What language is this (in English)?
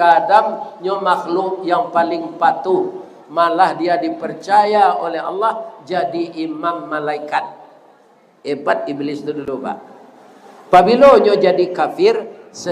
Minangkabau